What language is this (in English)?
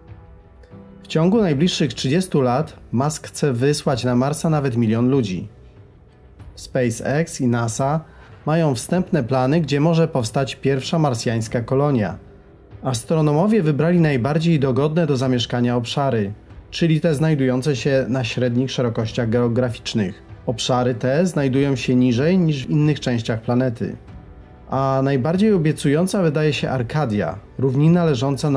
Polish